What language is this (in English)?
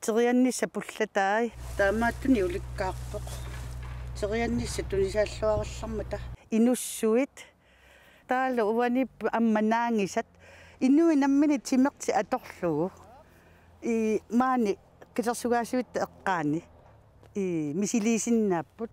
Kalaallisut